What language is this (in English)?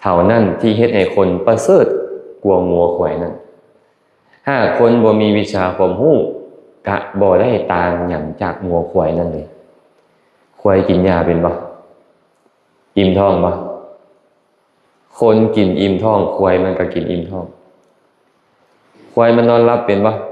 Lao